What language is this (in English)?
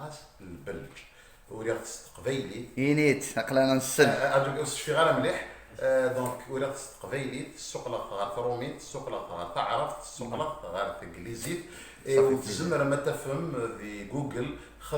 Kabyle